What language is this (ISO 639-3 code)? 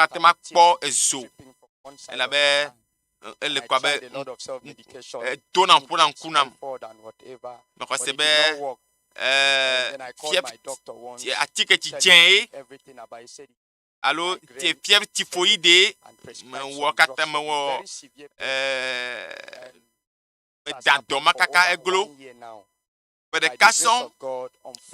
ewe